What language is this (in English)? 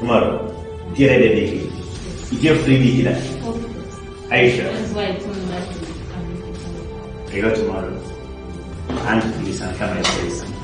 Kumam